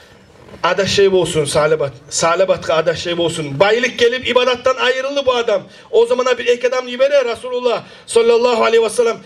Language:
Kumyk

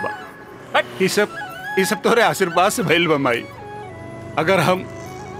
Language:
Bhojpuri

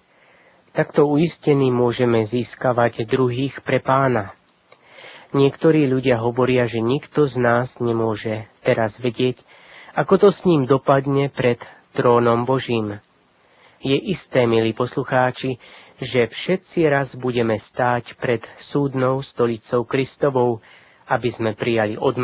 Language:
Slovak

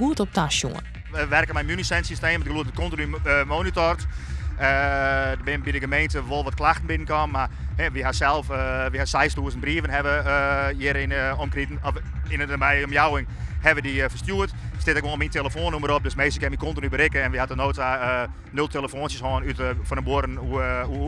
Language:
Western Frisian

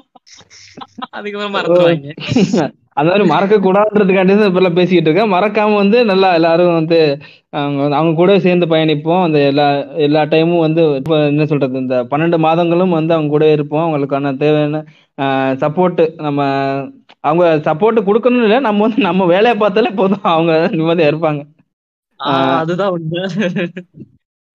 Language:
Tamil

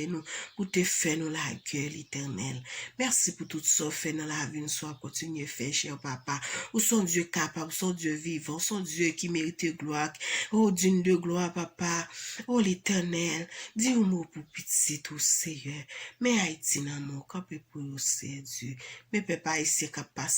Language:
Haitian Creole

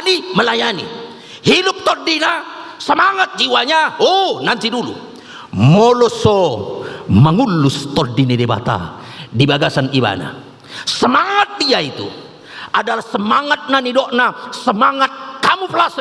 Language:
Batak Toba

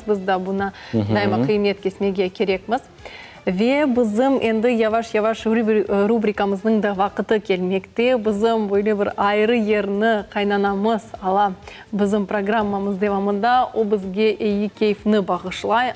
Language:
Crimean Tatar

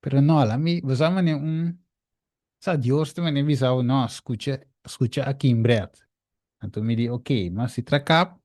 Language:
Papiamento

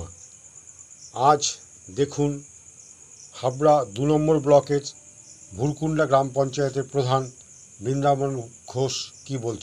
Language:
Bangla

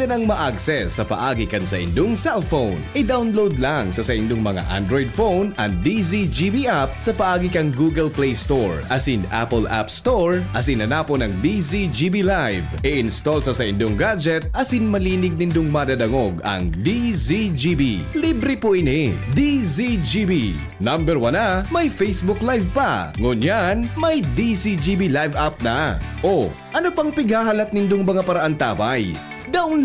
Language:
Bikol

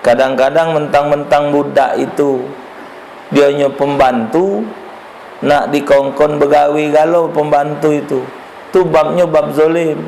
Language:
Musi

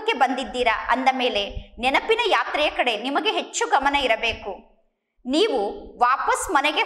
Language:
Kannada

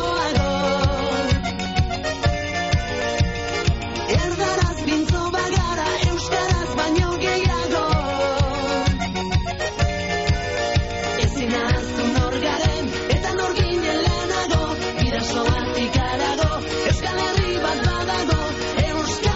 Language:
Basque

